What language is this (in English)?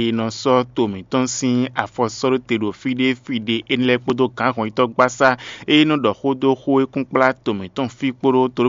Fon